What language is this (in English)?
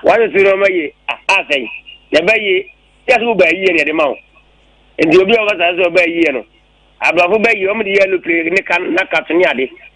Akan